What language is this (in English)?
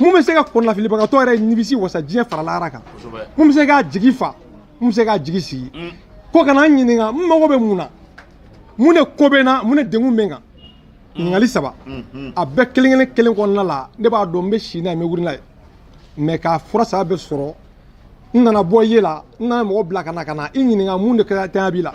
Bambara